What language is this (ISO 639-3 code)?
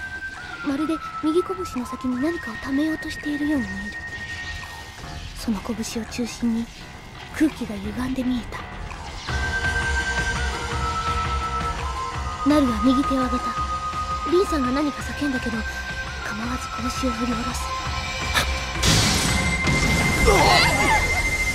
jpn